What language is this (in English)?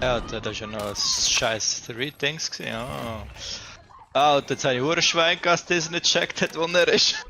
Swiss German